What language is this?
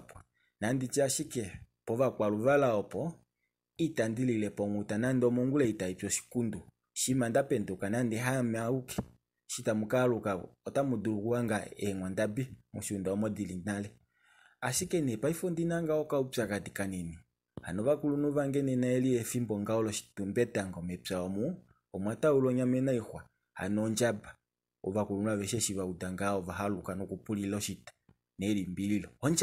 Kuanyama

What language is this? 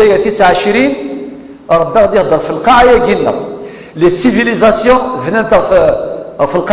Kabyle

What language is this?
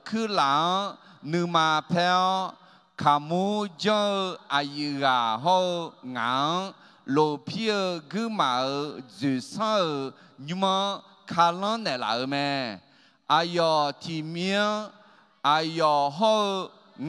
Akha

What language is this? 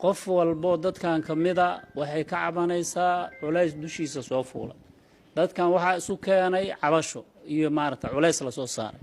Somali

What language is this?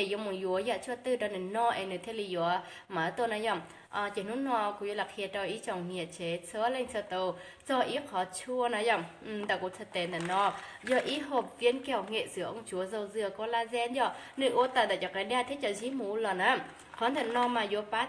Hmong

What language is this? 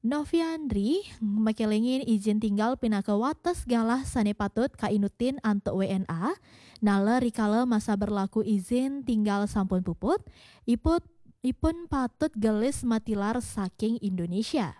Balinese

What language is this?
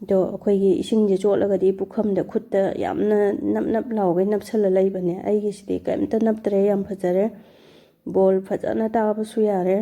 Manipuri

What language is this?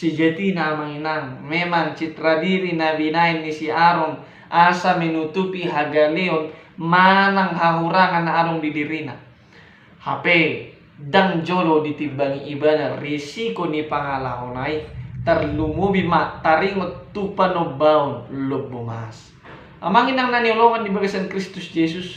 Batak Toba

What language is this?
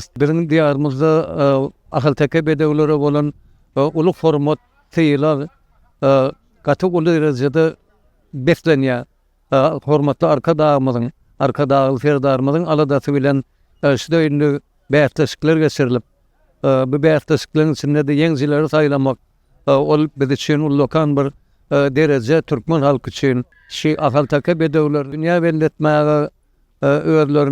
Turkmen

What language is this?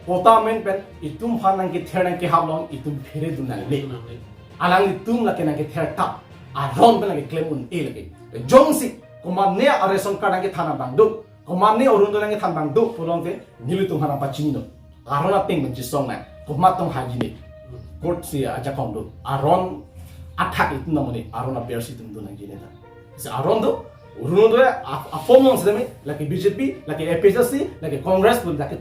Karbi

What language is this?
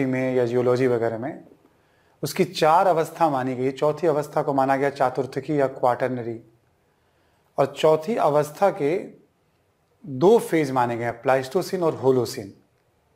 Hindi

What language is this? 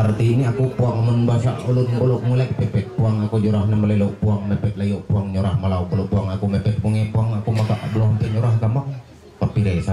Ma'anyan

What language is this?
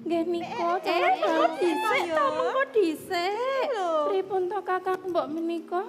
Javanese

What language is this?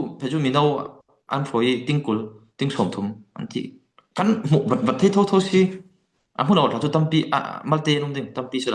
Falam Chin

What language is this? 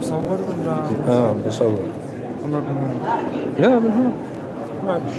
North Levantine Arabic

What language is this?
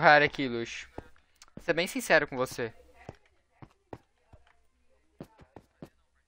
Portuguese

